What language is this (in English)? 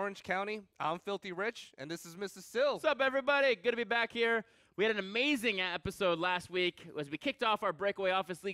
English